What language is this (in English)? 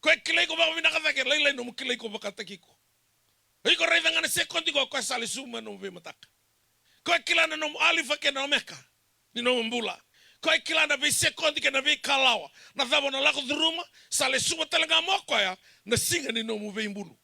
Fijian